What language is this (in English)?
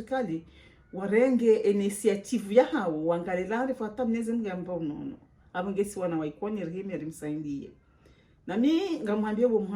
Ngazidja Comorian